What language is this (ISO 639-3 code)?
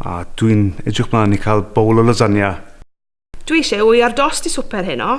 cym